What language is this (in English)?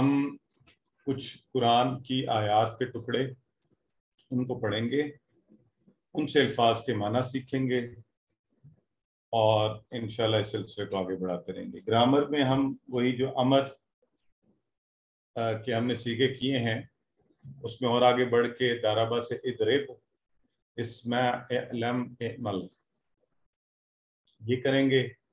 Urdu